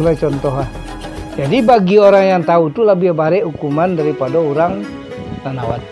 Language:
Minangkabau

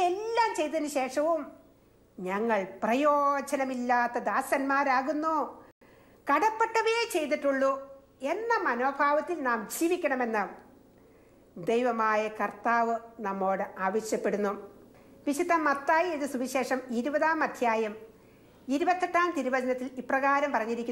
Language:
Malayalam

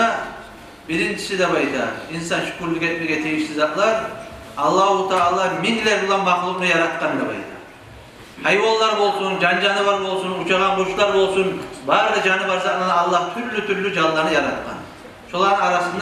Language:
Kumyk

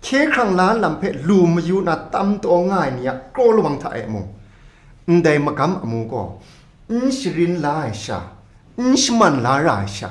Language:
Kachin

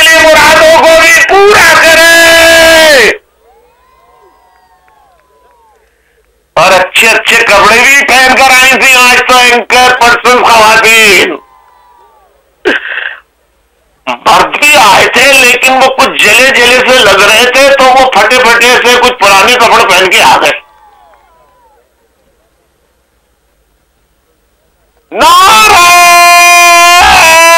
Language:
Urdu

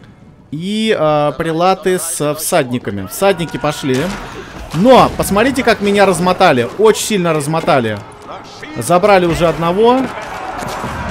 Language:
Russian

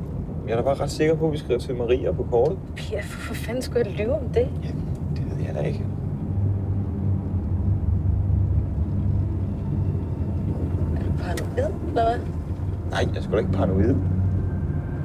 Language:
Danish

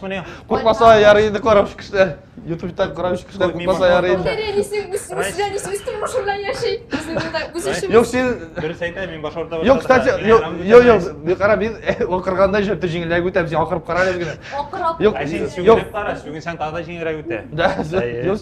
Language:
Tatar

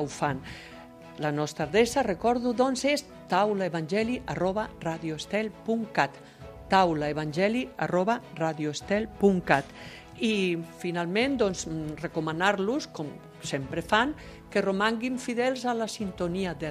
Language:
Catalan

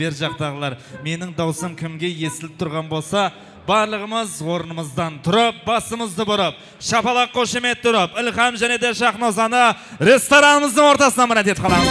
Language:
Kara-Kalpak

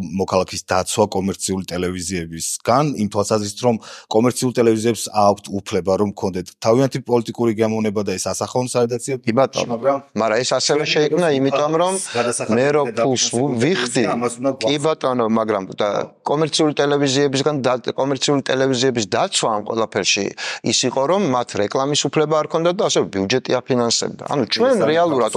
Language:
Georgian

